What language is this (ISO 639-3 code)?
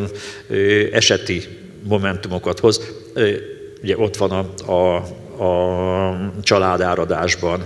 hun